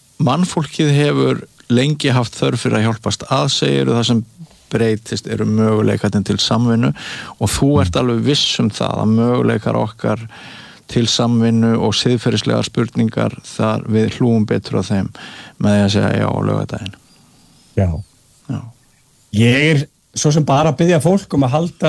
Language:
Icelandic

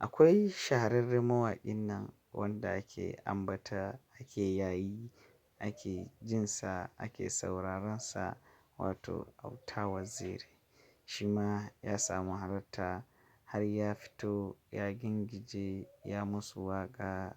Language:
Hausa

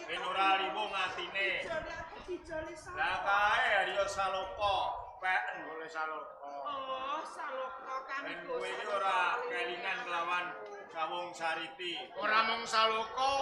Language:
Javanese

